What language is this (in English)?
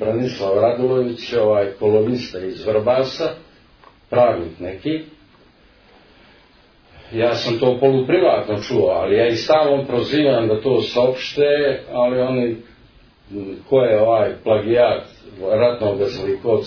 Serbian